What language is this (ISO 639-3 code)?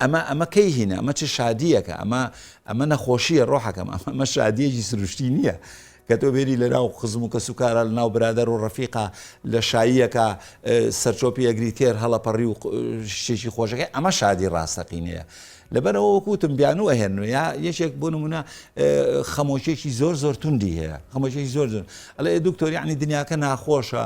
ckb